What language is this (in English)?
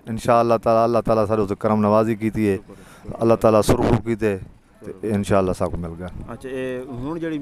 Saraiki